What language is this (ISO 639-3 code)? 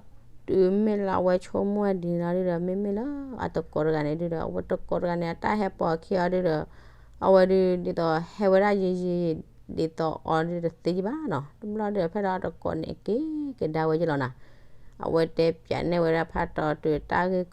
ksw